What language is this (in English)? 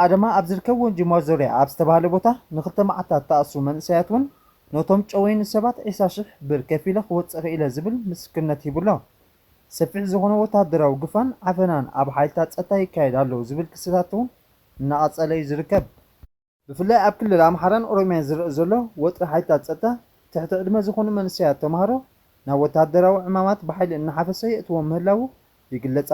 Tigrinya